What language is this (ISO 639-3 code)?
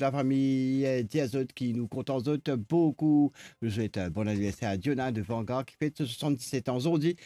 mfe